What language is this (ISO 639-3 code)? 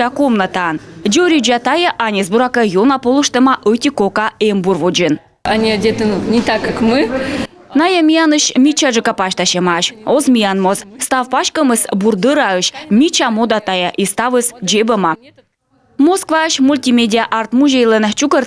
kom